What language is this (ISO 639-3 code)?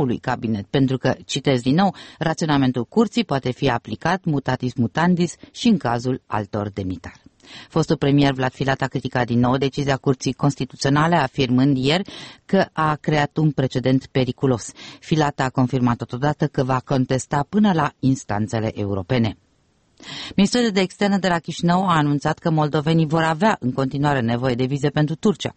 ron